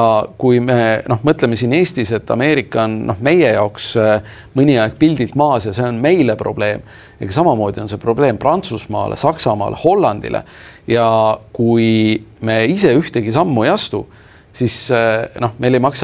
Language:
Estonian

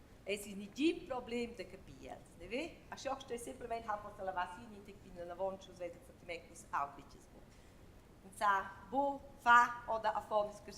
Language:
Romansh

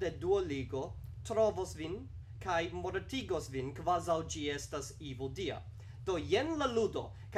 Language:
Esperanto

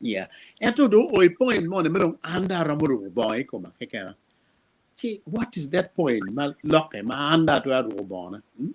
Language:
Acoli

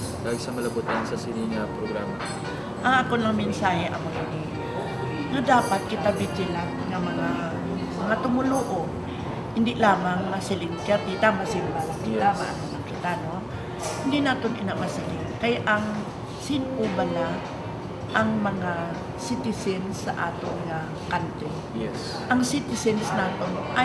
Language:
Hiligaynon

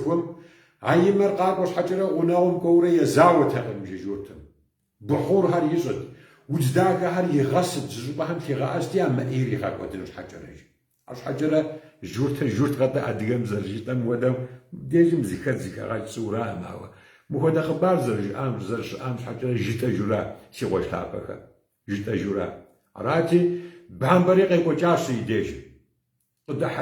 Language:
Kabardian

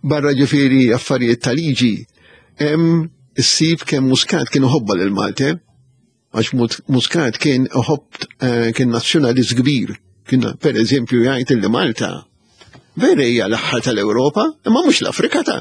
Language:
Maltese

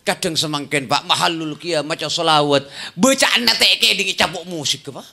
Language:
Madurese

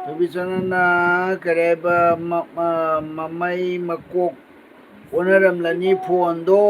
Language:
Manipuri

